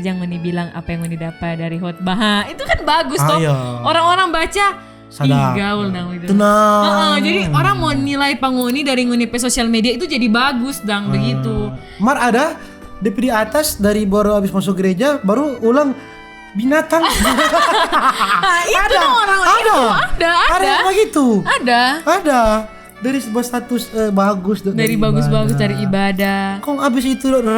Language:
Manado Malay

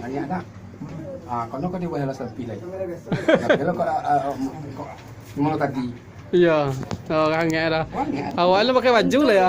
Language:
Minangkabau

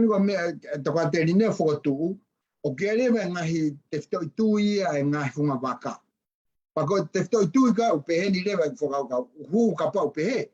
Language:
Tongan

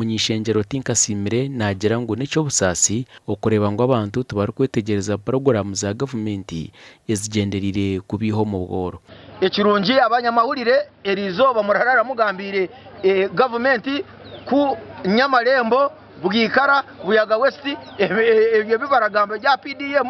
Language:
Nyankole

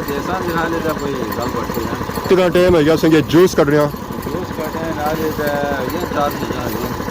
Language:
Pahari-Potwari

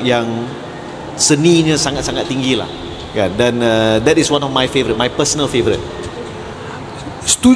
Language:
Malay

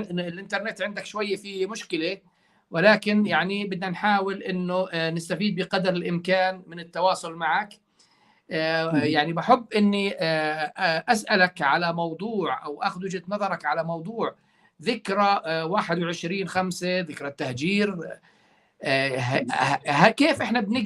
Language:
North Levantine Arabic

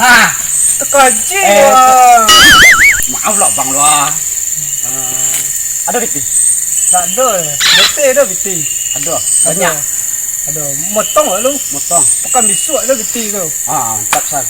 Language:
Minangkabau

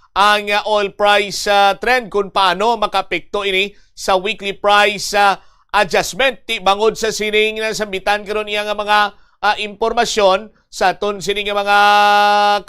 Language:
Hiligaynon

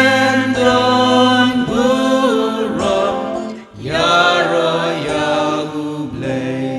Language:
Khasi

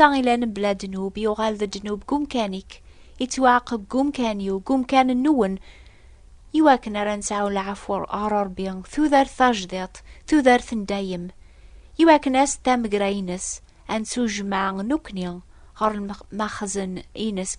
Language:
Kabyle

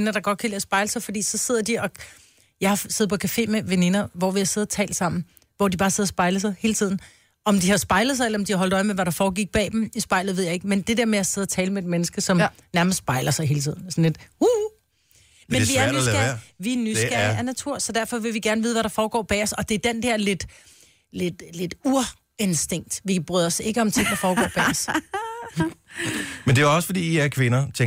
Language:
Danish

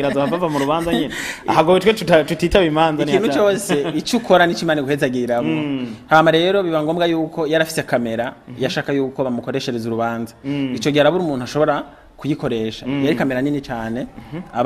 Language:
Rundi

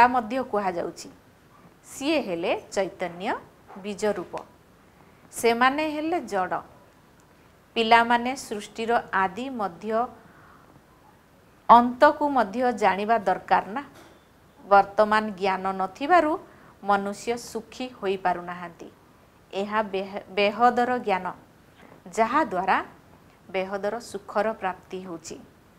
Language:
Odia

